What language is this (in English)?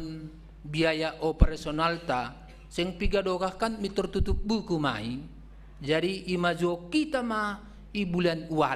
Batak Simalungun